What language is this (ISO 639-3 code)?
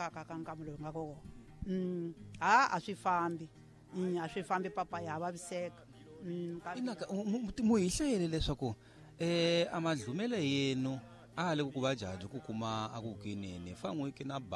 tso